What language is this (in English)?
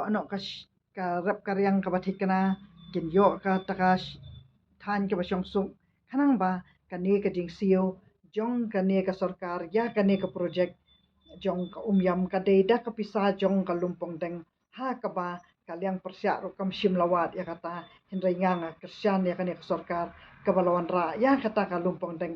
Khasi